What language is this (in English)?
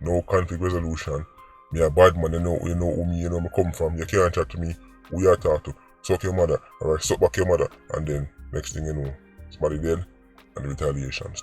Jamaican Creole English